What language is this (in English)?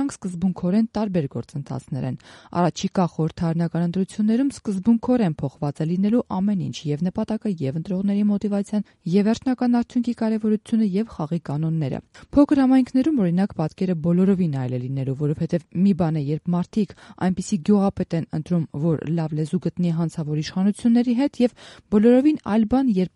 Armenian